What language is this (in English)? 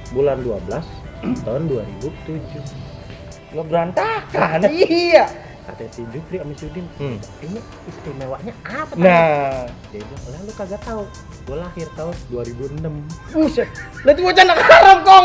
Betawi